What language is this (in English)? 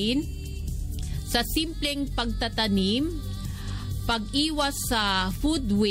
Filipino